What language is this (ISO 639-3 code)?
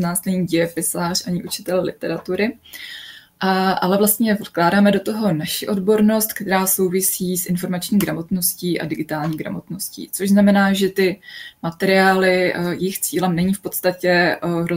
ces